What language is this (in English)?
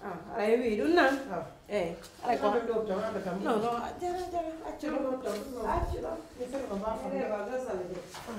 Pular